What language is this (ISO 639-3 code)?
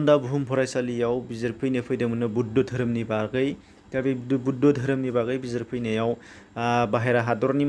brx